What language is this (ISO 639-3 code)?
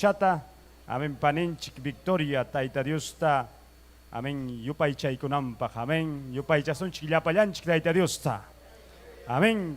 quy